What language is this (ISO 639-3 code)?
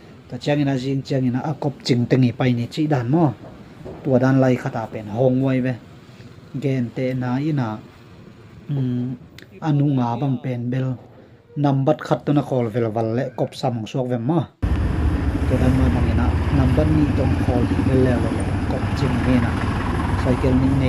ctd